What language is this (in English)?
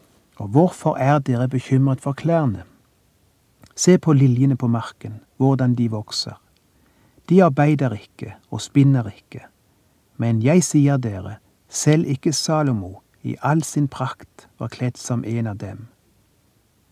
Norwegian